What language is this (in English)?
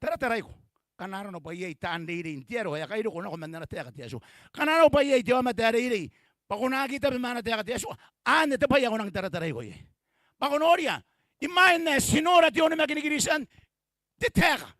Gilbertese